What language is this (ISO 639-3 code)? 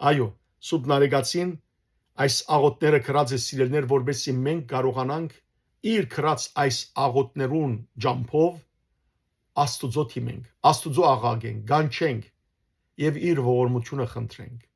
hyw